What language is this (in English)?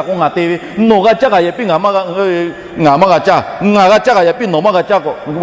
Lahu